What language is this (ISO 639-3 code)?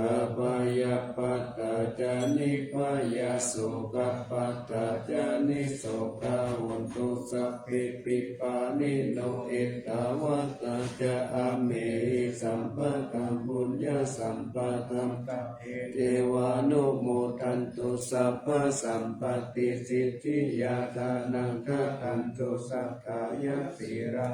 pli